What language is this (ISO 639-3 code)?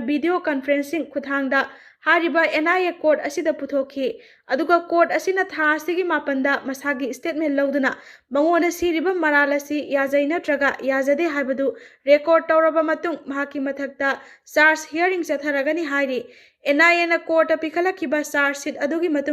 mni